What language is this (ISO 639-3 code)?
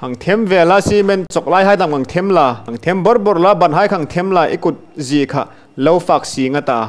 hmr